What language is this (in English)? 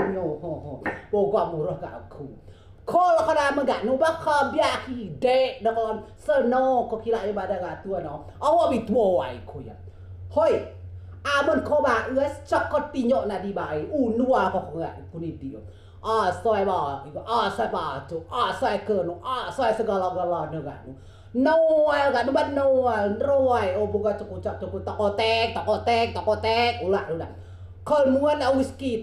Rejang